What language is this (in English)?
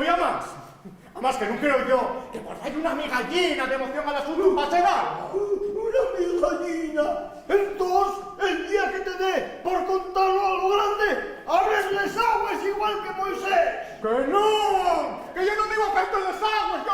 Asturian